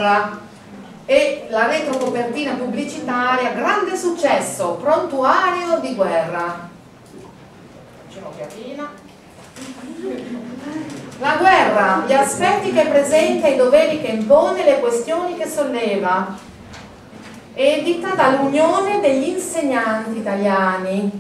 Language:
Italian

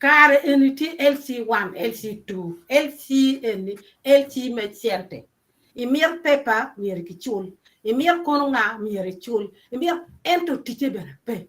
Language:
Acoli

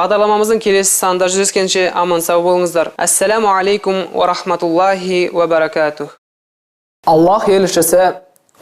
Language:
Kazakh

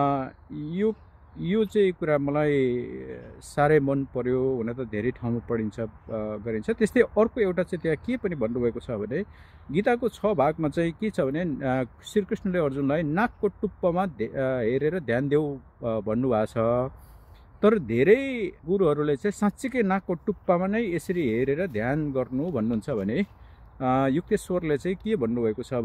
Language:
Nepali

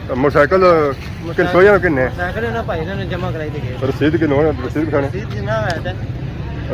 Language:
Pahari-Potwari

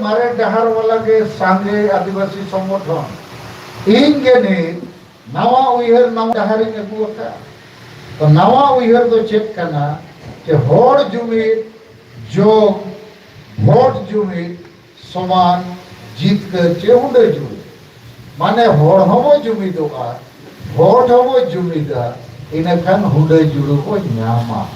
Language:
Santali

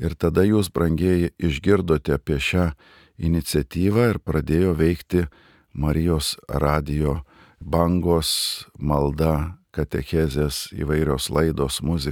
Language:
Lithuanian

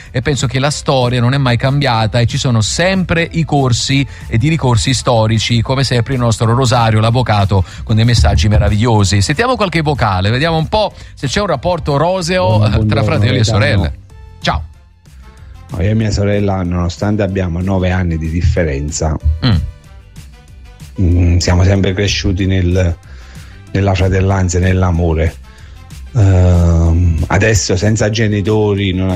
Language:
Italian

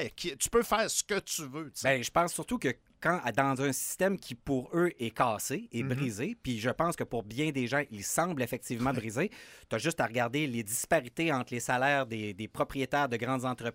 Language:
French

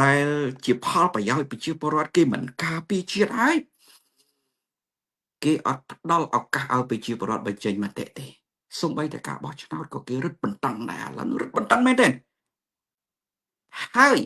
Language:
Khmer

